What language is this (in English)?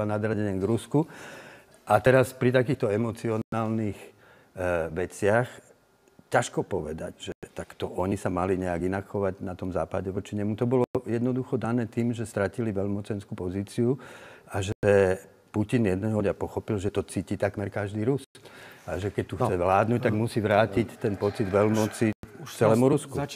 Slovak